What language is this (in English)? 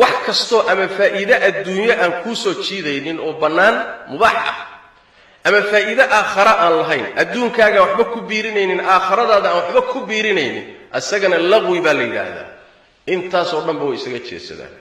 Somali